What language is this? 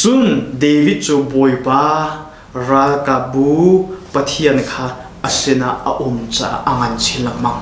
Hakha Chin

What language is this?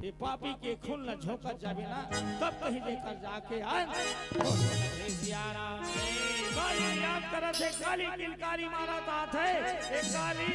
Chhattisgarhi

